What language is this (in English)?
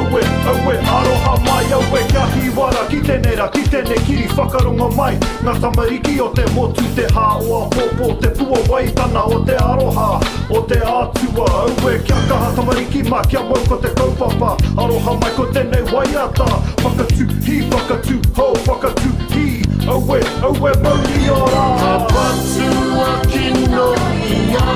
Māori